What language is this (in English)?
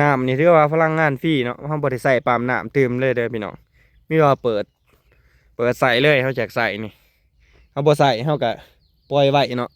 Lao